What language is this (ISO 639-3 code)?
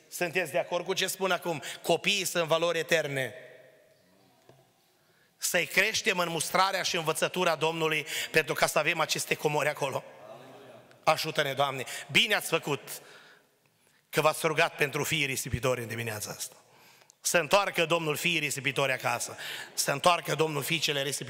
ron